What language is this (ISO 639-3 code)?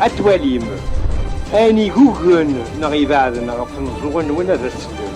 kab